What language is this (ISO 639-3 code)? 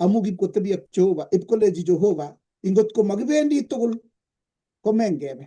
kln